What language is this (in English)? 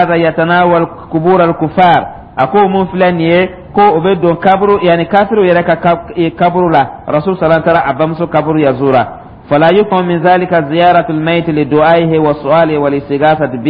Dyula